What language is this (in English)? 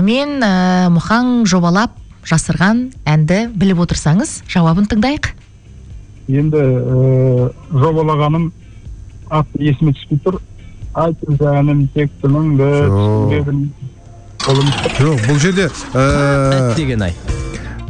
Kazakh